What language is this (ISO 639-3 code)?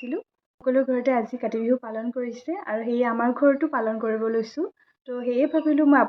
asm